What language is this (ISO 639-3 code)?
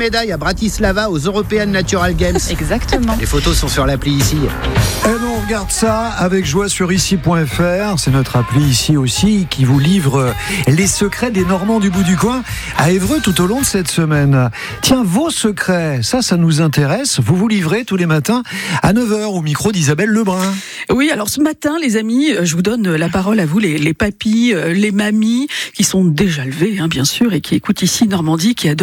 fra